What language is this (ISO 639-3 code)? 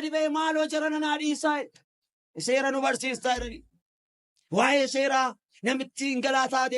orm